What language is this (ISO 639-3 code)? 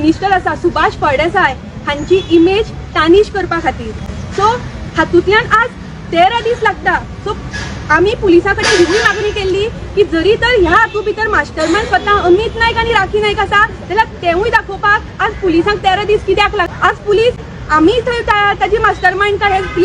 kok